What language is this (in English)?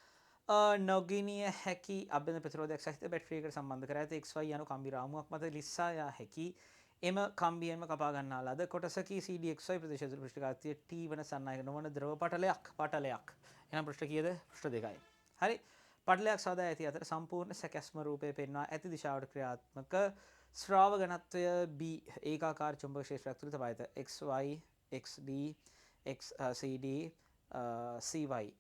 Sinhala